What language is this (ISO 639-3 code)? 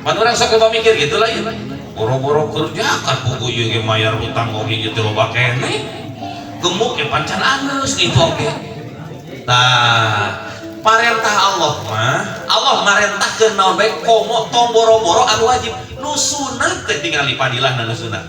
sun